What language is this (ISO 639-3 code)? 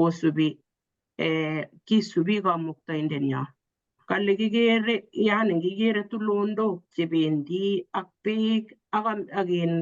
kln